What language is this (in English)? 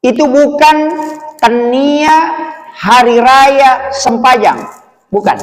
Buginese